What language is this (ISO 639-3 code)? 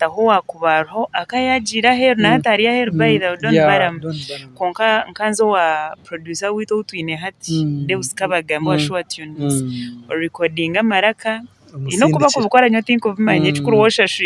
nyn